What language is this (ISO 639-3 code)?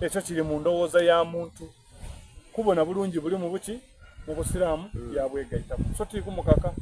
xog